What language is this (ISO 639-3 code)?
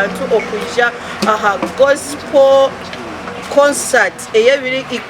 nyn